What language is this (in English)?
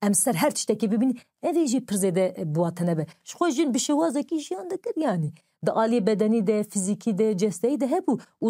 Kurdish